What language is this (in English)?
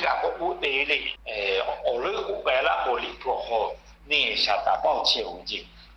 Lahu